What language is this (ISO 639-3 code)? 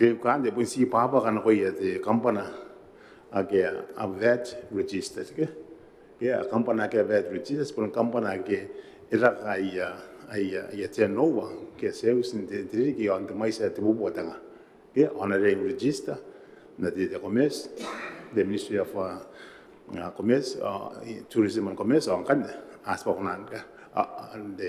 gil